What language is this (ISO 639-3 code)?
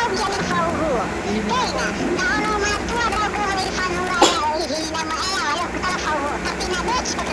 nia